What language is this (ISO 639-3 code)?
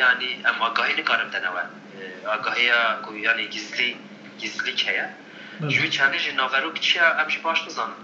kur